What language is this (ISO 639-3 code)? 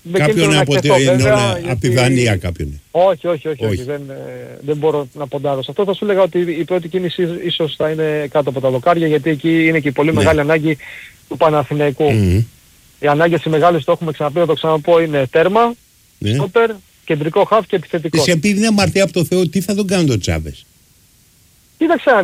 ell